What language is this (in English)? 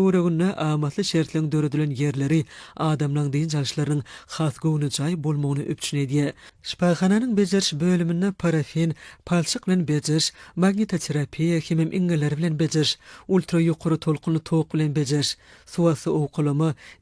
Turkmen